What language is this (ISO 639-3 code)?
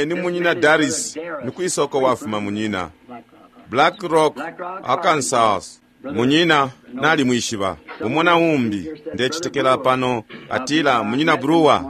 bem